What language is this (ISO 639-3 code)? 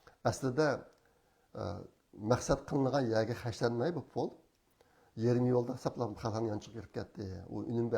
uig